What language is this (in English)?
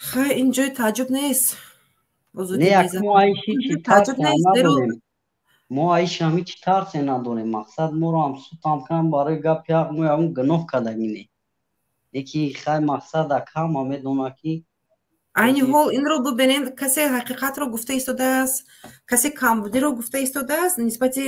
Tajik